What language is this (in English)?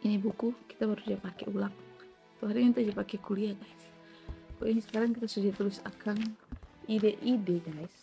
Manado Malay